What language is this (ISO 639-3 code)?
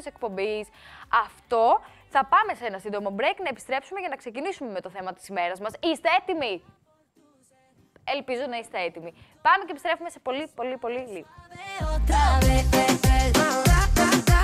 ell